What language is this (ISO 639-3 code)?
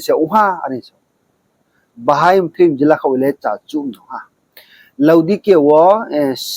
ria